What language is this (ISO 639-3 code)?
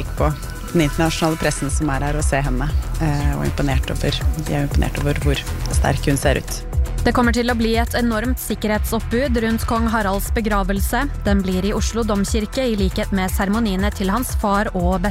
nor